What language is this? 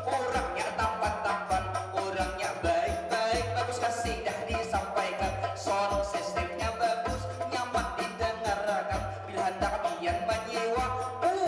Banjar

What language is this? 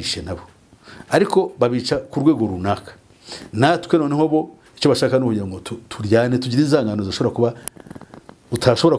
Kinyarwanda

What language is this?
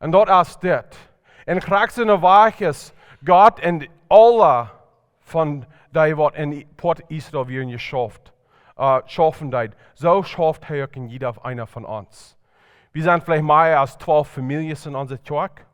Plautdietsch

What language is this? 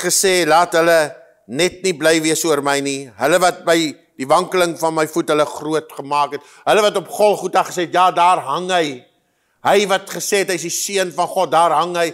Afrikaans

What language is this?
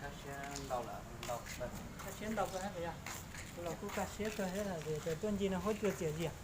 Hmong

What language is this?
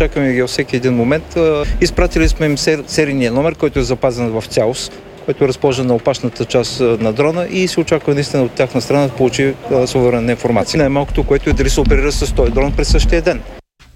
Bulgarian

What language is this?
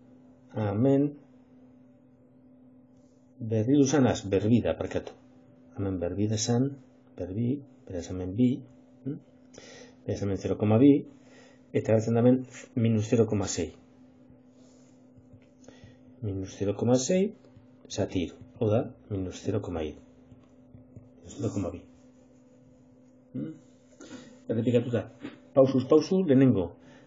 Basque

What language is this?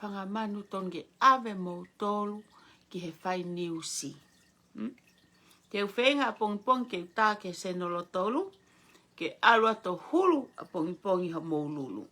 Tongan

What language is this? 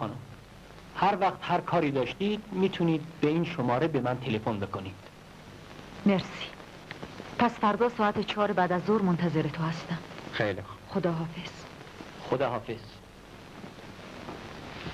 Persian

